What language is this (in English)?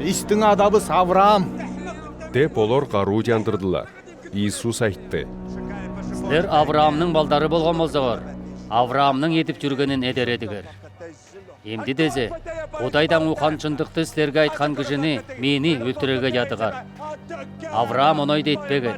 Southern Altai